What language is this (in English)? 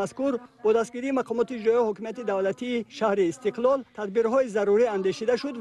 Tajik